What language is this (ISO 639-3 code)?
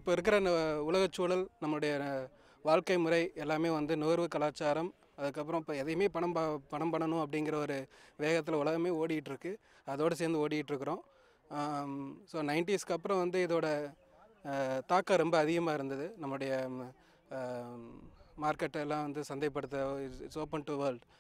tam